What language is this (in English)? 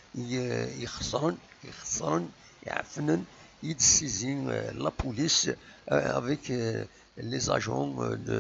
Kabyle